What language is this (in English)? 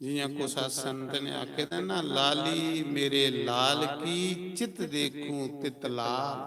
Dogri